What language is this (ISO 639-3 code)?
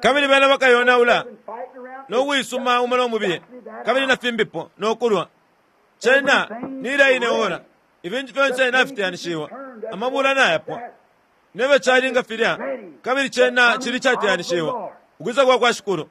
bem